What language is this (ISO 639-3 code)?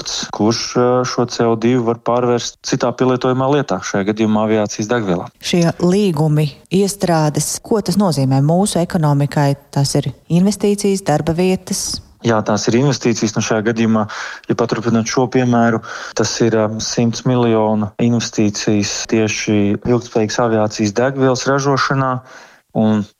lav